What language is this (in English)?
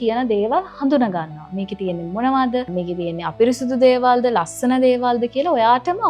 Sinhala